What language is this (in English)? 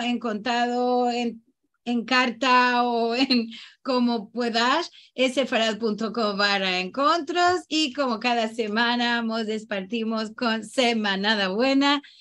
Ladino